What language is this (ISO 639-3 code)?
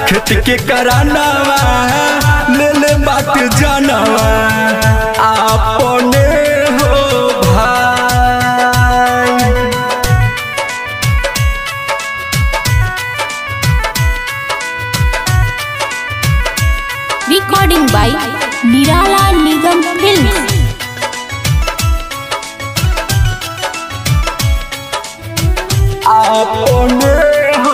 bho